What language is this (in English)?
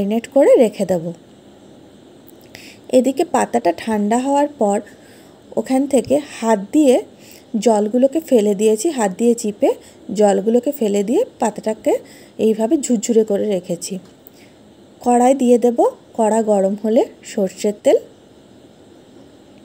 Bangla